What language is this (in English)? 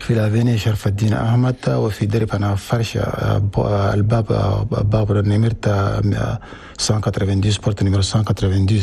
Chadian Arabic